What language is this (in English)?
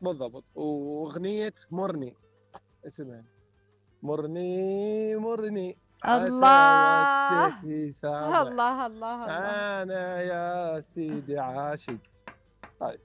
Mesopotamian Arabic